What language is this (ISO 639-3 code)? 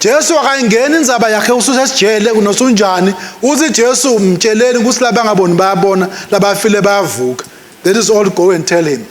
ssw